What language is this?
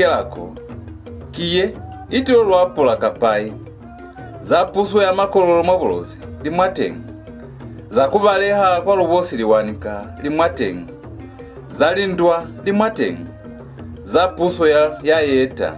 Lozi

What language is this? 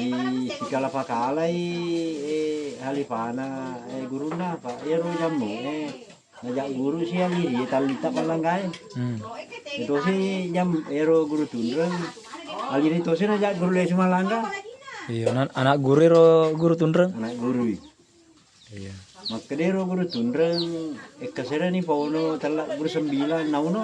Buginese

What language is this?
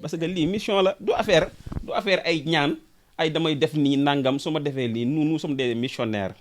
Wolof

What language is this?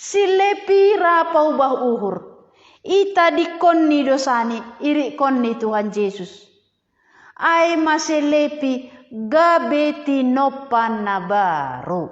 Batak Simalungun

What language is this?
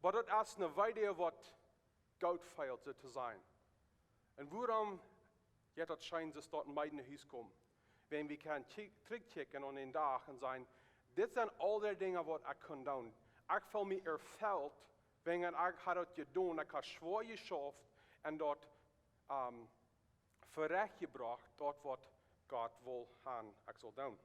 Plautdietsch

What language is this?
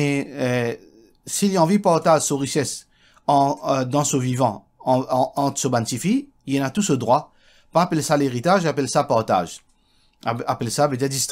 Morisyen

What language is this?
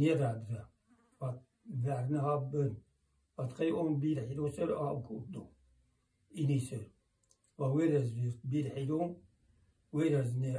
Zaza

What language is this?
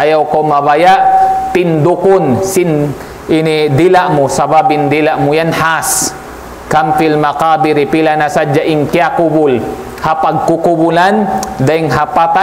Tausug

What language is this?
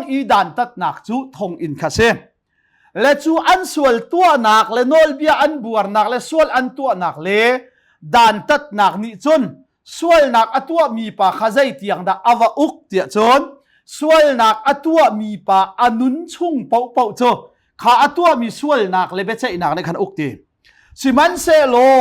Hakha Chin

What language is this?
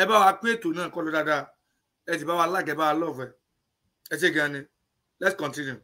Yoruba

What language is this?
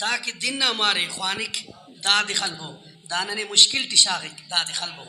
Brahui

